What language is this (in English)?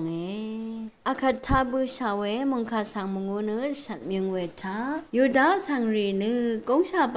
Rawang